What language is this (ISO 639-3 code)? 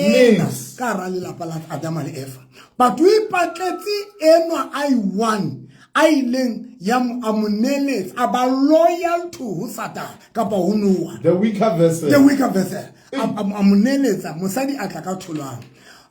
sot